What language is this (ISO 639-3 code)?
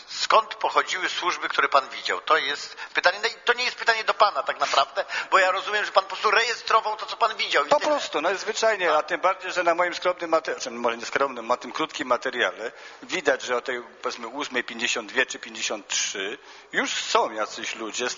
pol